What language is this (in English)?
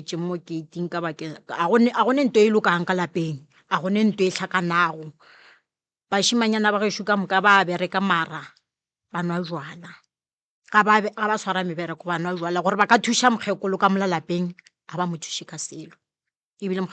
Northern Sotho